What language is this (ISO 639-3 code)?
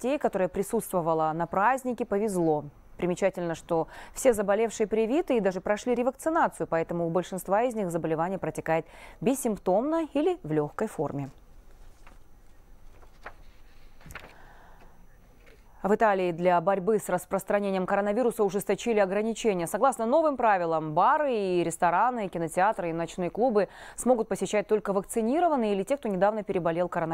rus